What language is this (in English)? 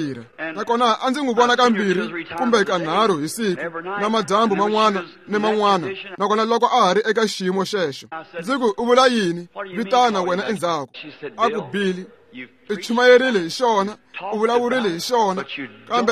Tsonga